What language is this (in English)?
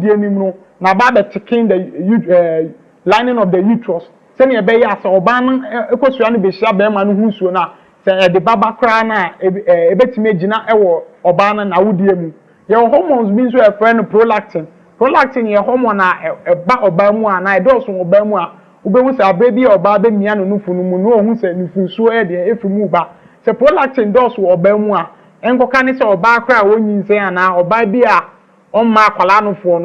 Akan